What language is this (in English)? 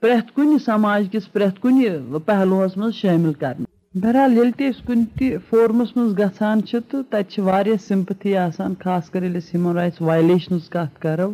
Kashmiri